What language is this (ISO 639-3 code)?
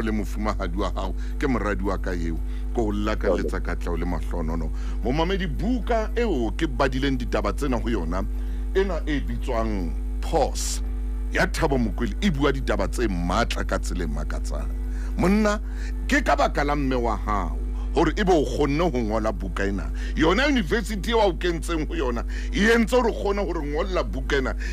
sot